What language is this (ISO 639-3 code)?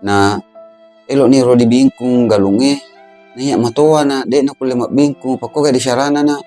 bug